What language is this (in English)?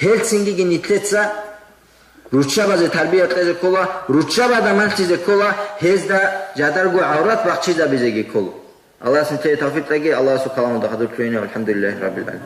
Avaric